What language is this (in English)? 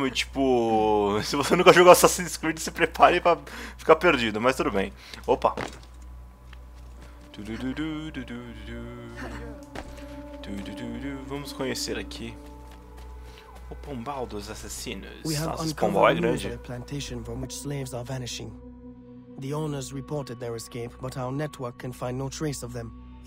Portuguese